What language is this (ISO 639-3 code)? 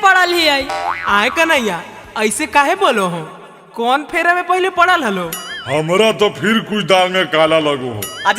mag